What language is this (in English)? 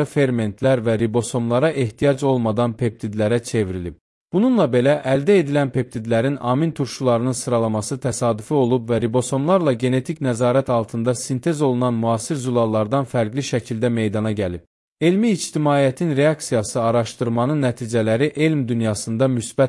Azerbaijani